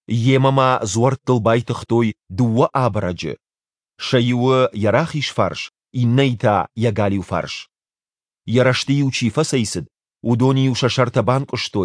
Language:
Ossetic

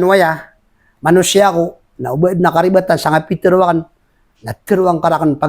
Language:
Maranao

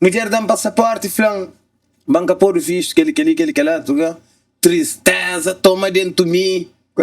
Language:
Kabuverdianu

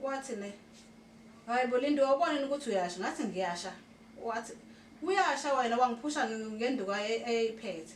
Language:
Zulu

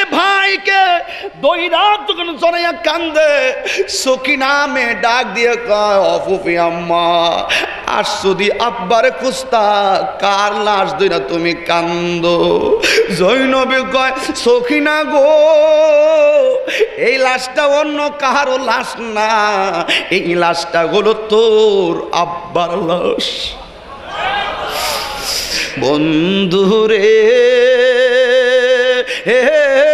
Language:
Bangla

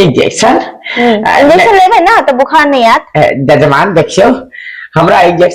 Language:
Maithili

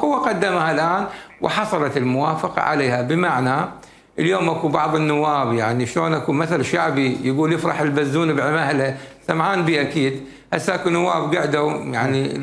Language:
Mesopotamian Arabic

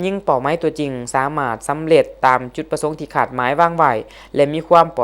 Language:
Lao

